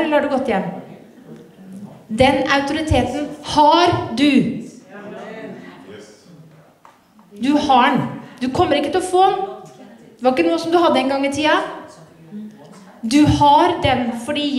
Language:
Norwegian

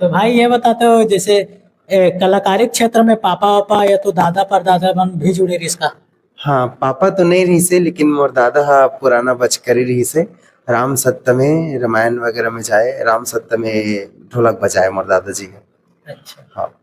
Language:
Chhattisgarhi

